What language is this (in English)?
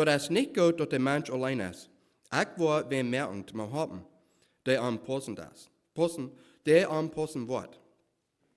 Plautdietsch